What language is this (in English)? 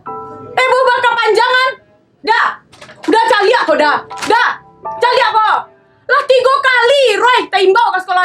Minangkabau